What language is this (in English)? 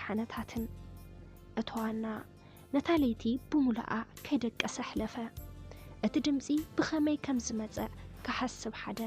Tigrinya